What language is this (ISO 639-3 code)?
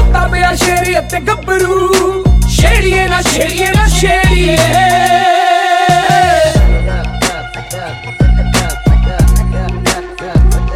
pan